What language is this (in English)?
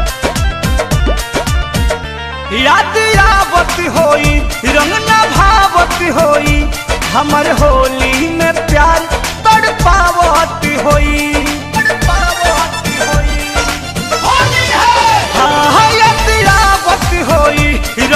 Bhojpuri